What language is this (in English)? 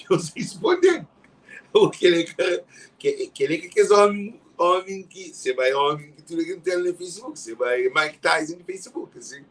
Kabuverdianu